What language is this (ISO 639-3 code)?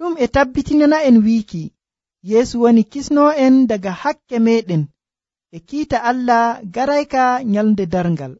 fuv